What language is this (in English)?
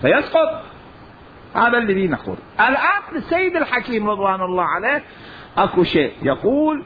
Mesopotamian Arabic